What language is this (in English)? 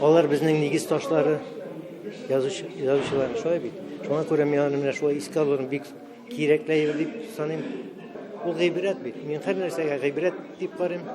Tatar